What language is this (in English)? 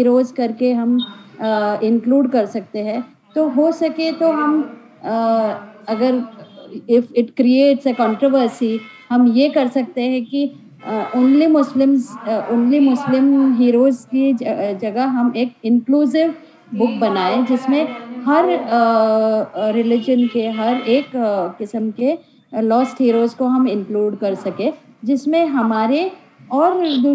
Hindi